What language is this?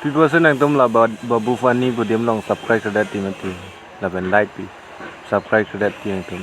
Karbi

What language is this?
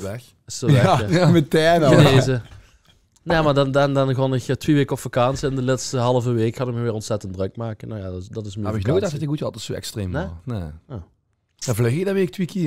Limburgish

